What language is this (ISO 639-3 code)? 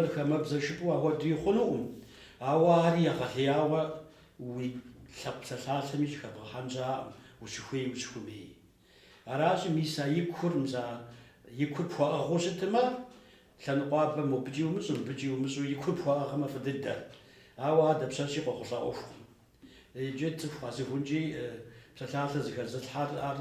kbd